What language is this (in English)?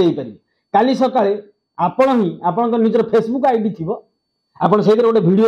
Odia